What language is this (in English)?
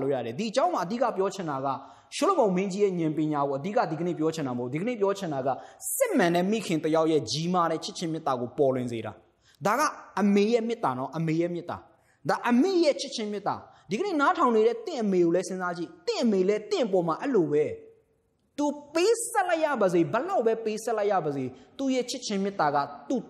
Burmese